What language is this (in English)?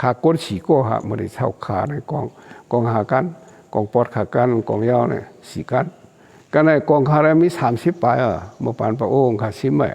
Shan